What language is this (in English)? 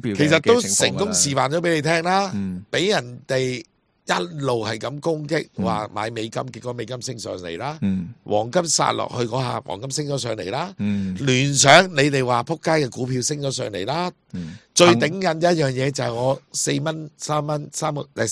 Cantonese